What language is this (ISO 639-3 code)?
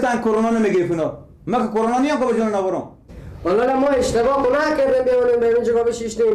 fas